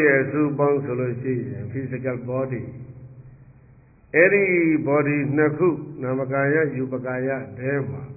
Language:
Burmese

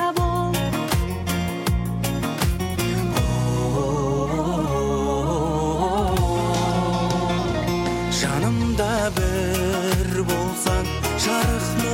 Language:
Kazakh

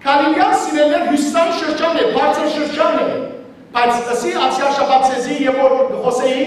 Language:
Western Armenian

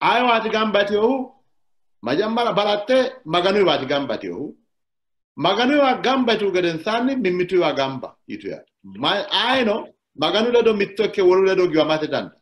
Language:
Sidamo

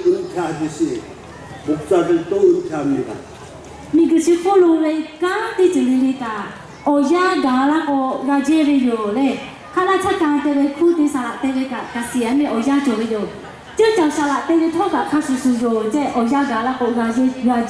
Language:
Lahu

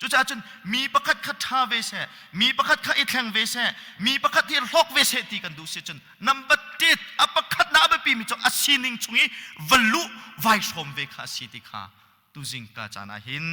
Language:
Hakha Chin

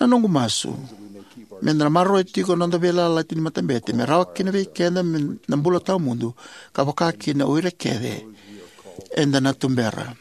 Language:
Fijian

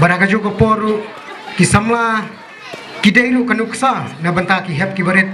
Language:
Khasi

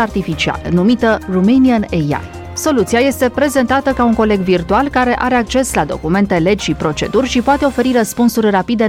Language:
Romanian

